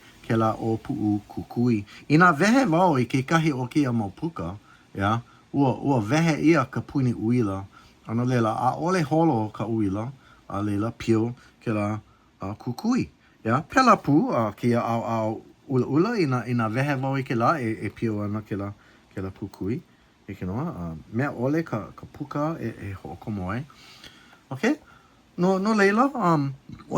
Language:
Hawaiian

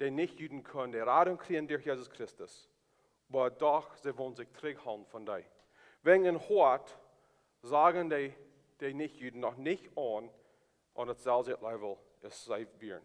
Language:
Plautdietsch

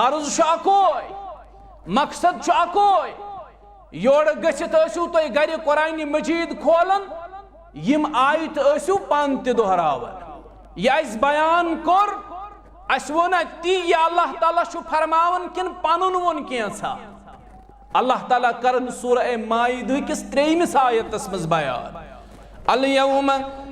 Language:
Kashmiri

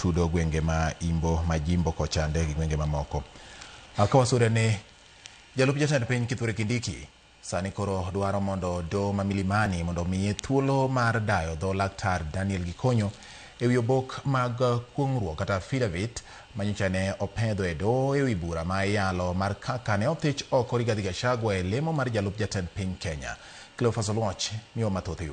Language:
Luo (Kenya and Tanzania)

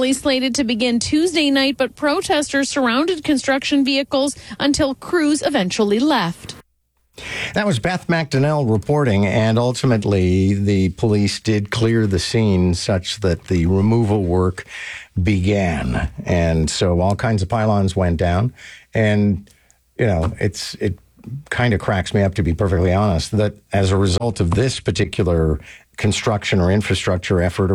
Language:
English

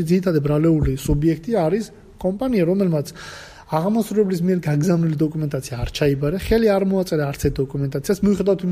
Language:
Georgian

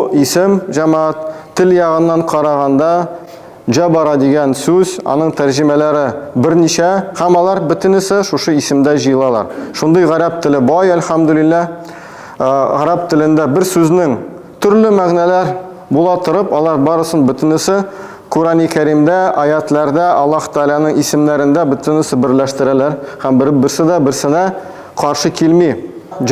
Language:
Tatar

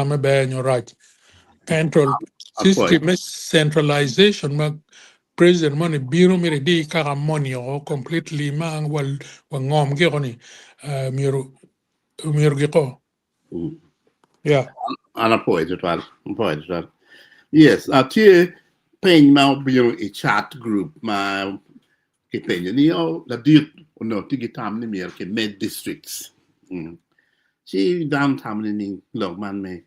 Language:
Acoli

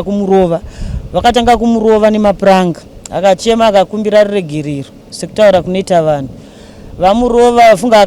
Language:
Shona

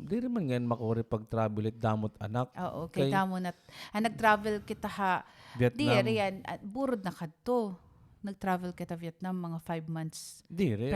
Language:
Waray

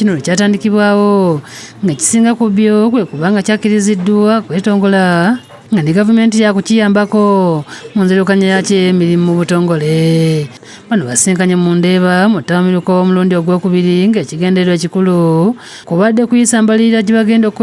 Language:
Ganda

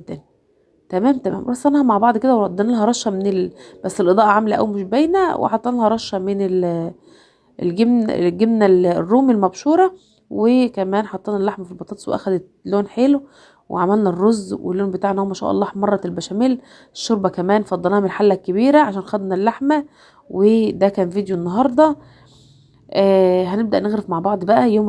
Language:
Egyptian Arabic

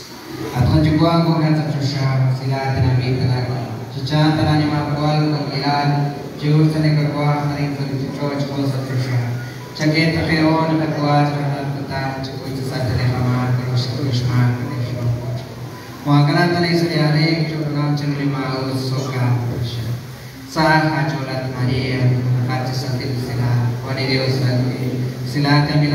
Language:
Kekchí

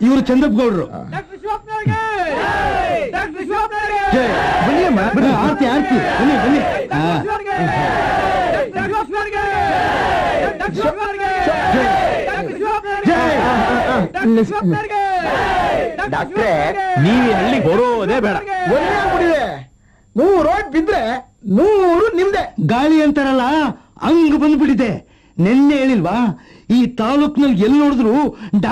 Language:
Kannada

